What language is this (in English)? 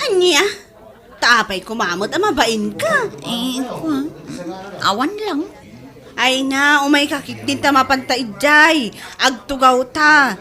Iloko